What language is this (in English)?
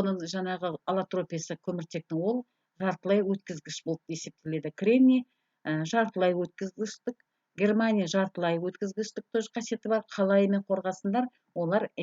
Kazakh